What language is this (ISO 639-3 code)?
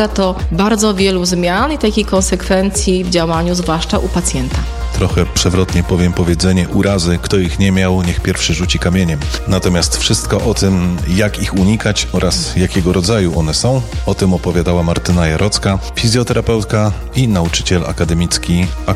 pol